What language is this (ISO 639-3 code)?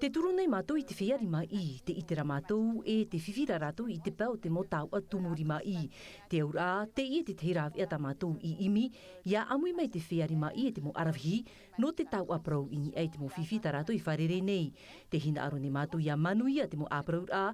tah